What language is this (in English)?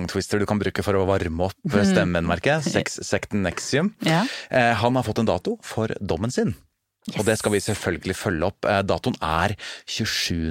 Norwegian